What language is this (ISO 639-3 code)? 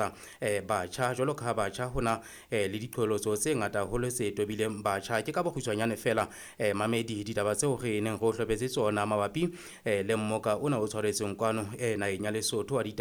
sot